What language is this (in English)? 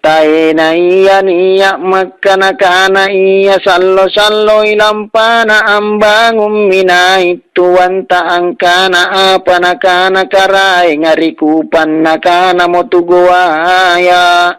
Makasar